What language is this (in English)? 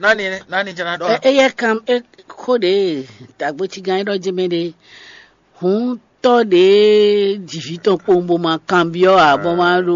Fon